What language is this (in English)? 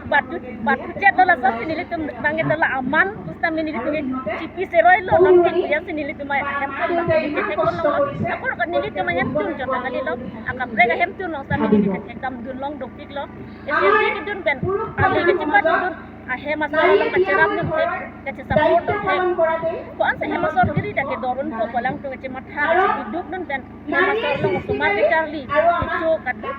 Karbi